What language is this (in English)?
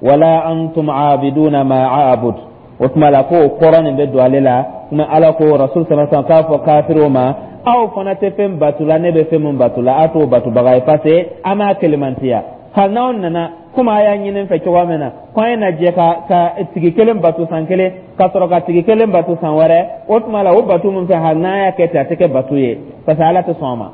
Dyula